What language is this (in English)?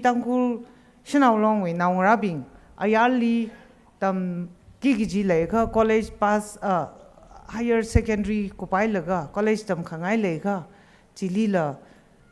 Tangkhul Naga (India)